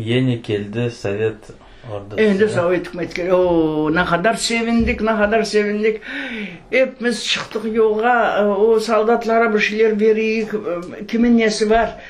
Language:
Crimean Tatar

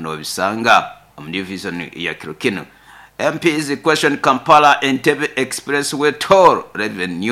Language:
Nyoro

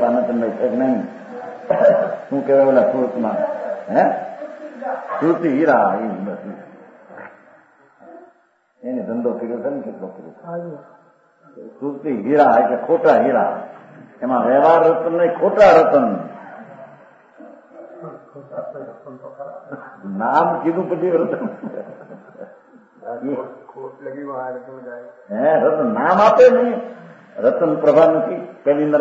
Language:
Gujarati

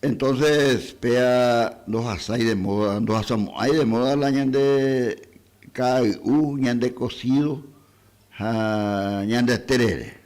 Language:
Guarani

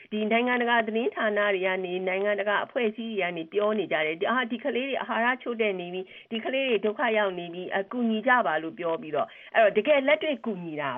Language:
Burmese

